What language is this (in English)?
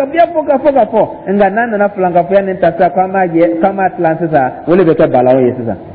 Dyula